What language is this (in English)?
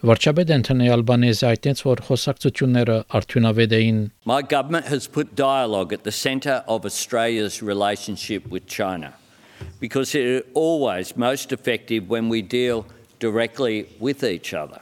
Armenian